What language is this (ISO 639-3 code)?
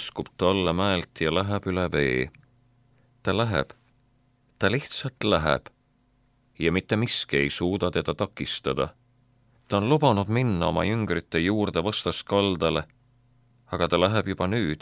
est